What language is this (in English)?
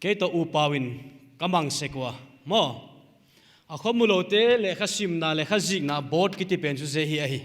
Paite Chin